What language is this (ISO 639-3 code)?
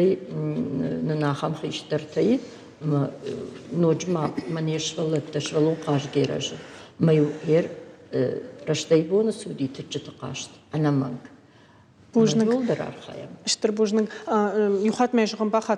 oss